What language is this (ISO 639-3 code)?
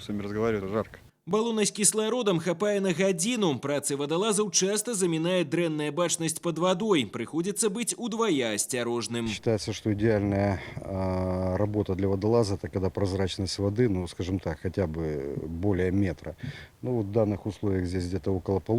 bel